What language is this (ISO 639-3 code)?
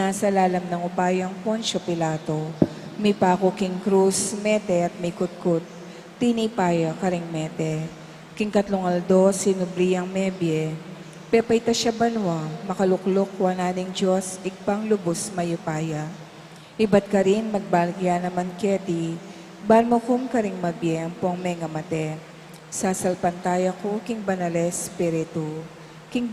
pam